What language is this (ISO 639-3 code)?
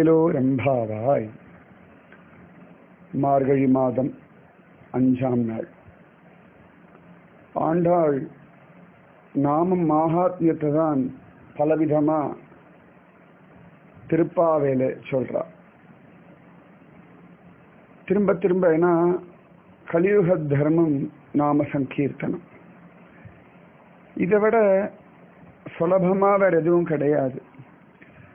tam